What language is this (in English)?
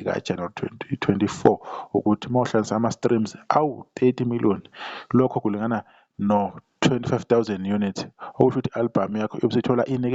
Zulu